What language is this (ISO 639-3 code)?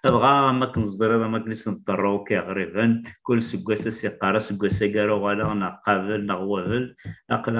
kab